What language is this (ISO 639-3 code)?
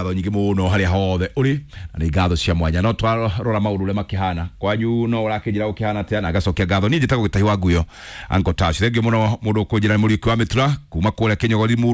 kik